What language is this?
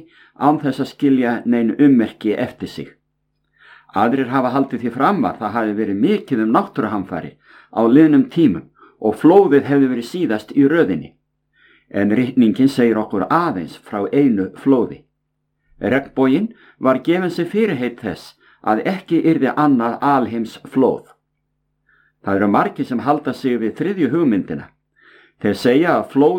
Icelandic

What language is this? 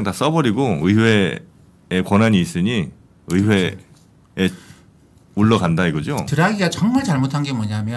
Korean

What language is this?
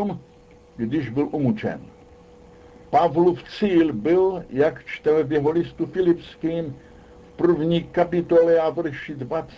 Czech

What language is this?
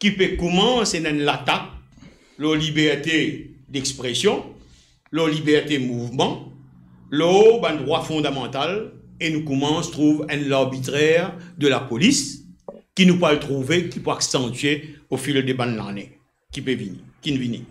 Morisyen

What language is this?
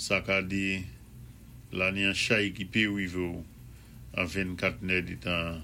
Saint Lucian Creole French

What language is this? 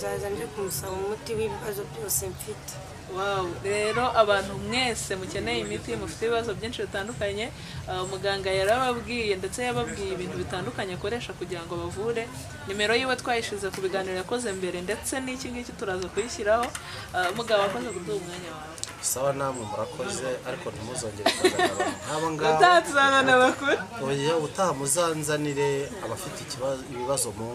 Kinyarwanda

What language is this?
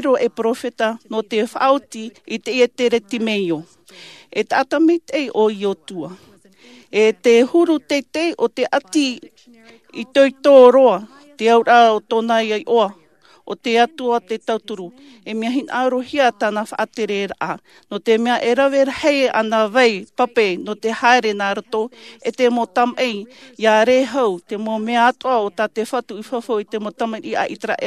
Tahitian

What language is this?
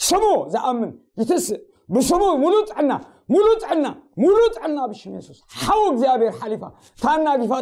Tigrinya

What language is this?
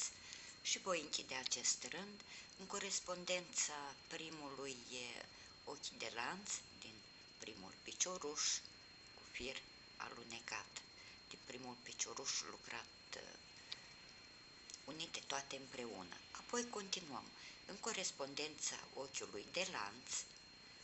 Romanian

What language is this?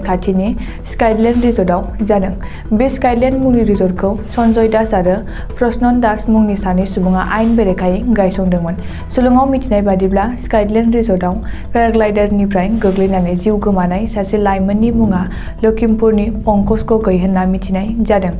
Bodo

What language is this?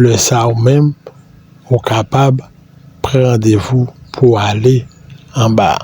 Haitian Creole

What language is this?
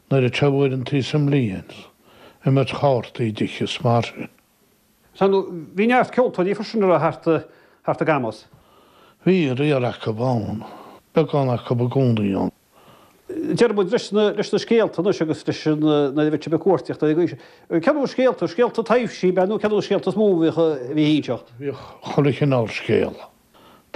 Irish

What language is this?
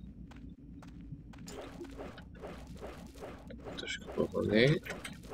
Czech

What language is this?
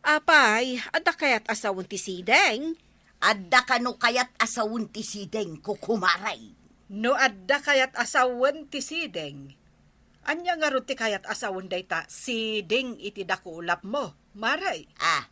Iloko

